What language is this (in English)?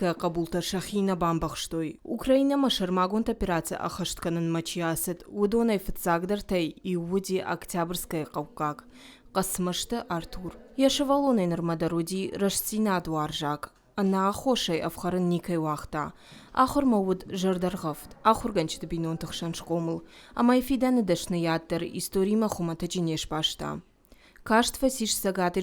Ossetic